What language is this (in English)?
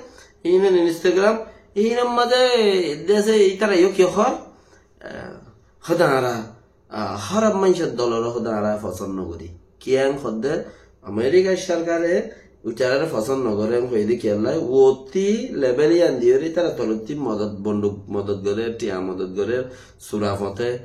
Rohingya